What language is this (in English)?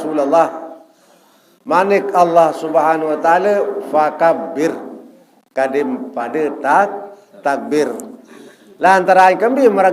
Sasak